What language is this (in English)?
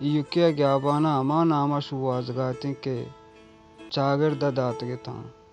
Baluchi